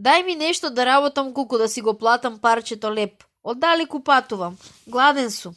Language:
Macedonian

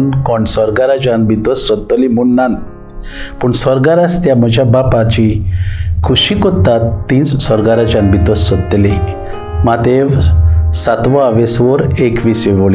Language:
Konkani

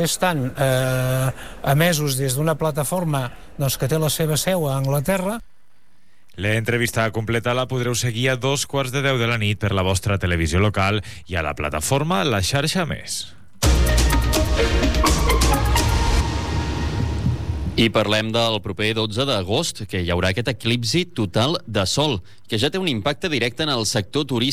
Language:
Catalan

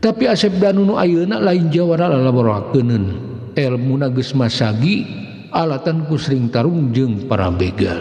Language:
Sundanese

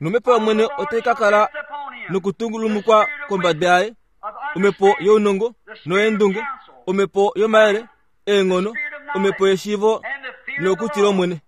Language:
Kuanyama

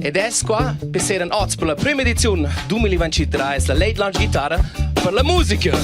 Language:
Romansh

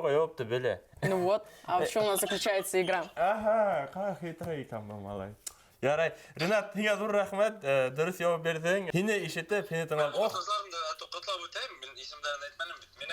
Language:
Bashkir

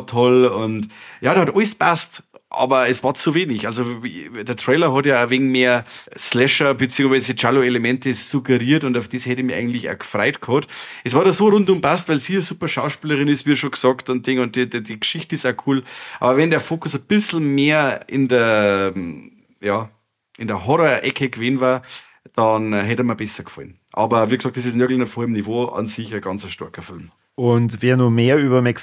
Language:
Bavarian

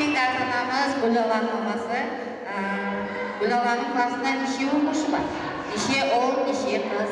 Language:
Kara-Kalpak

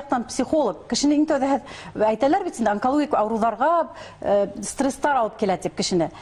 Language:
Bashkir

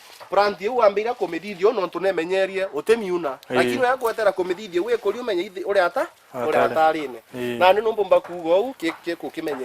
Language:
Meru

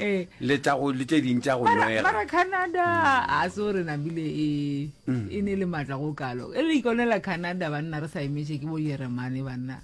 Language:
Northern Sotho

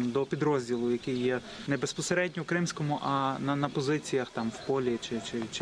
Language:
Ukrainian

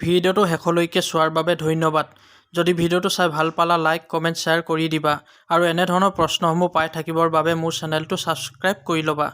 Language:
Assamese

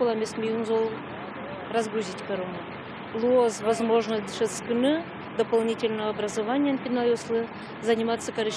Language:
Udmurt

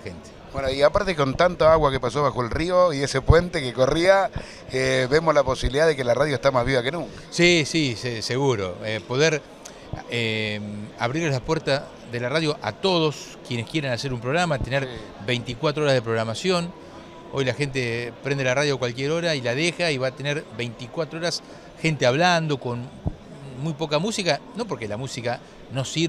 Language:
Spanish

